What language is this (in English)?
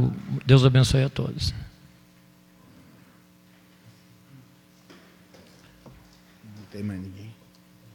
Portuguese